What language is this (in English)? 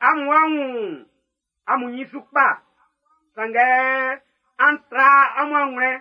Baoulé